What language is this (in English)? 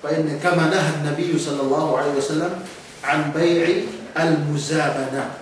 Yakan